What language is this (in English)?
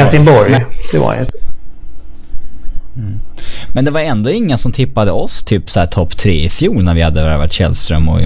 Swedish